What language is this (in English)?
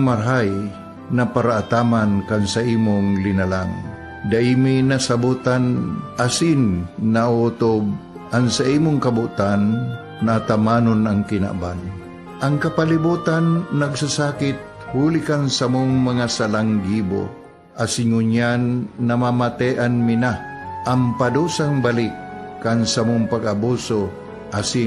Bikol